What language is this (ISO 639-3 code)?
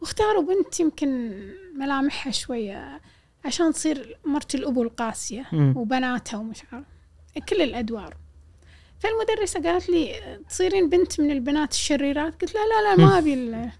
afb